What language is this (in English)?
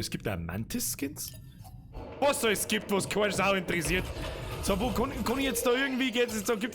Bavarian